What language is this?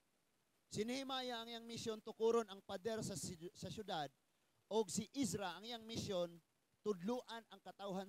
Cebuano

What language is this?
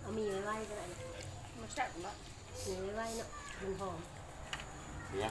Lao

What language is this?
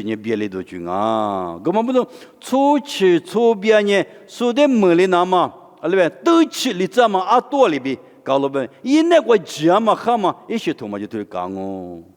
Lisu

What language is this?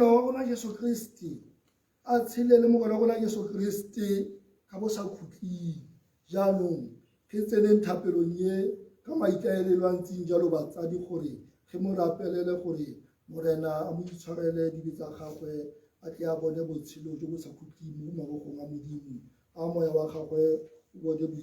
Tswana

